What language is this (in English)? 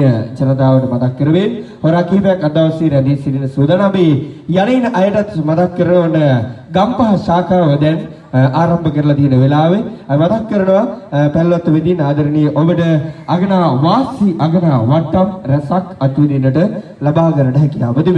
Sinhala